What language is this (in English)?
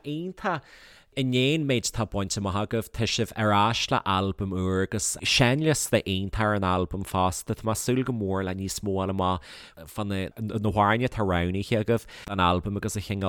Irish